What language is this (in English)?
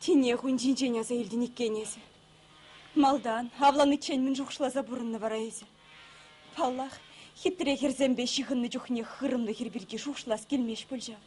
Chuvash